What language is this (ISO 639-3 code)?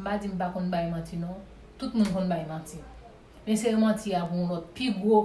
hat